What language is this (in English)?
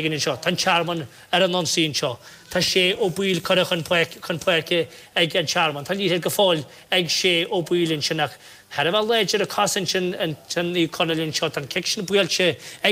Irish